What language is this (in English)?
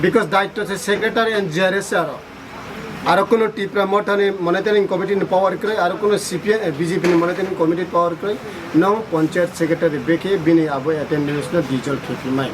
Kok Borok